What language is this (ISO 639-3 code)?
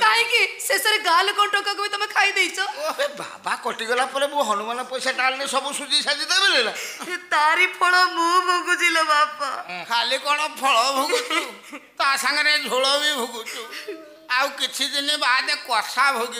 ori